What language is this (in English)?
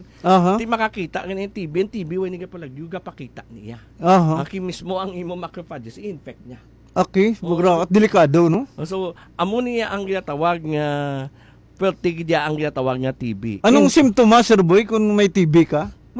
Hiligaynon